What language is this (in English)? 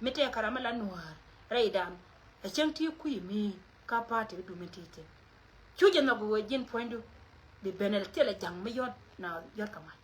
Nuer